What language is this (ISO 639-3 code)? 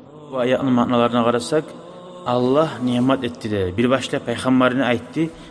kum